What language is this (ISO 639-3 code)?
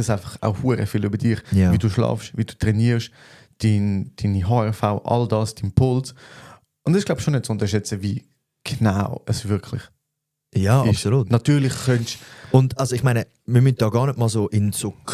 gsw